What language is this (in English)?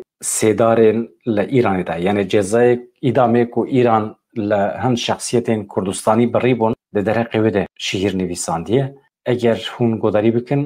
Kurdish